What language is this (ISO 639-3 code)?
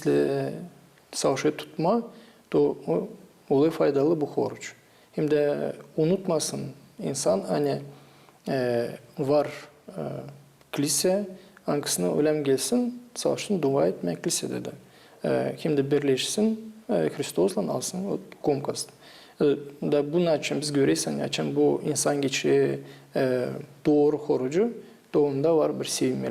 gag